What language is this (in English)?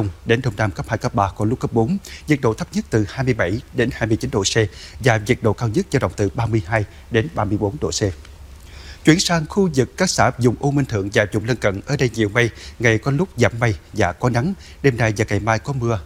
Vietnamese